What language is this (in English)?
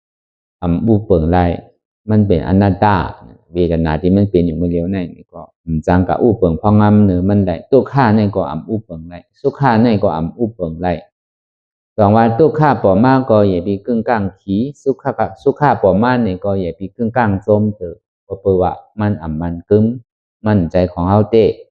Shan